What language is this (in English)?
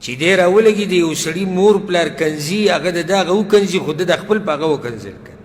Pashto